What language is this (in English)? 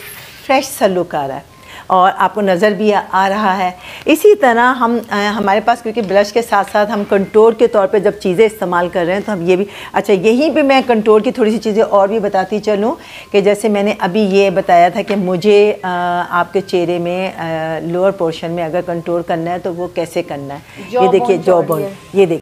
Hindi